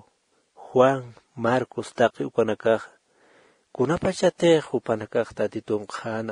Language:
Aymara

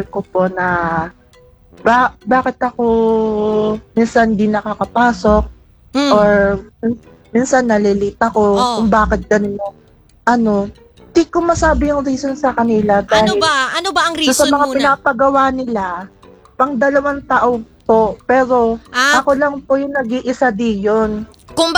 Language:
Filipino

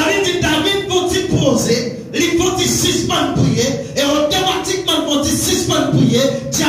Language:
Haitian Creole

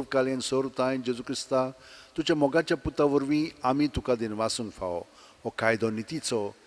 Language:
Konkani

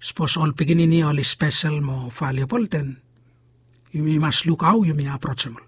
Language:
Bislama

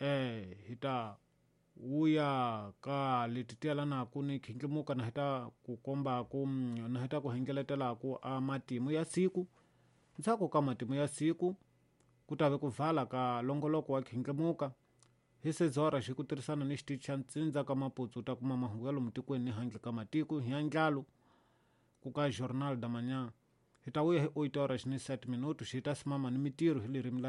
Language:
Tsonga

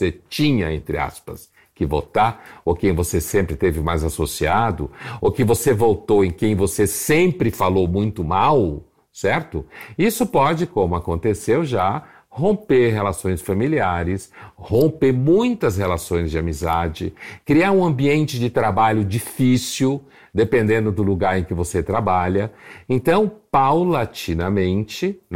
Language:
Portuguese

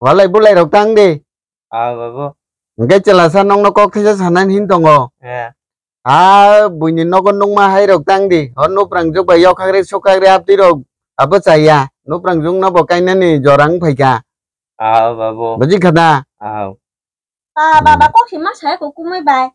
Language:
Kok Borok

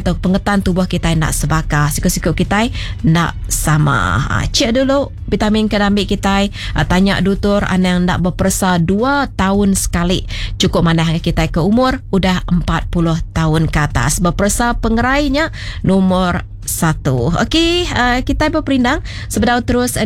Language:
Iban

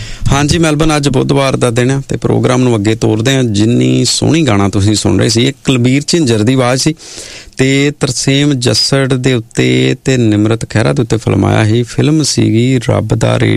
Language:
Punjabi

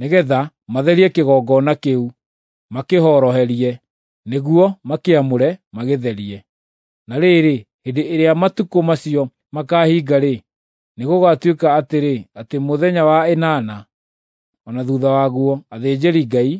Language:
Kikuyu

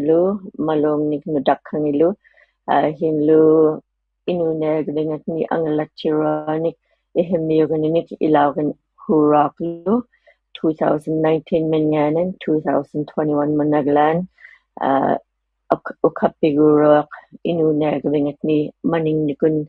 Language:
Inuktitut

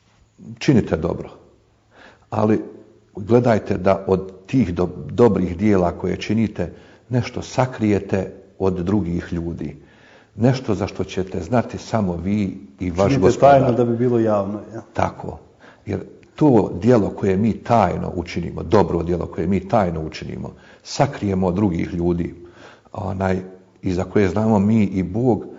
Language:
Bosnian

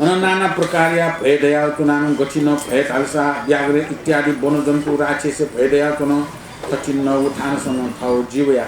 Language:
Newari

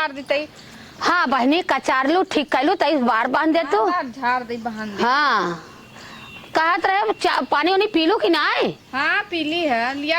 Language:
Awadhi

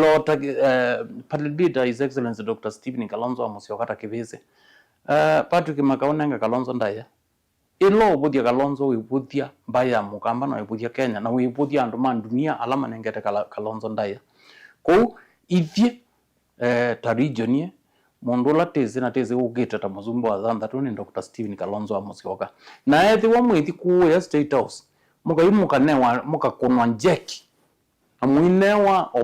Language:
Kamba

